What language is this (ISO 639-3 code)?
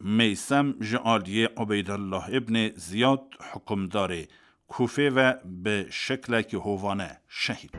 kur